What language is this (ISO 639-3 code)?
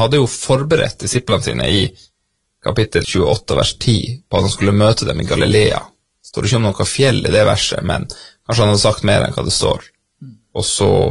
nor